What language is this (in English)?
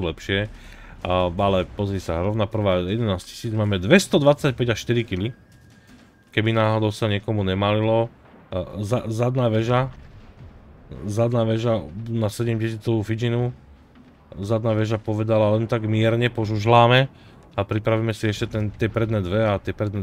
Slovak